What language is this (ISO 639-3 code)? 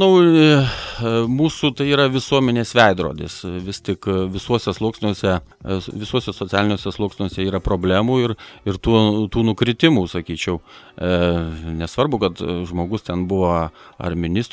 lit